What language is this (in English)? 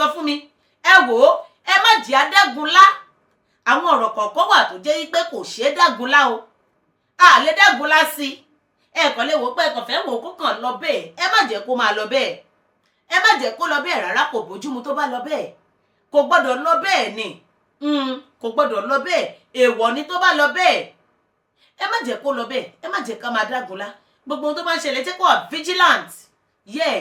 Yoruba